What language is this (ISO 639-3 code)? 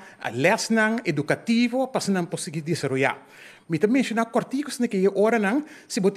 pap